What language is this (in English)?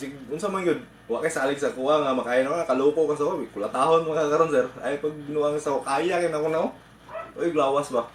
Cebuano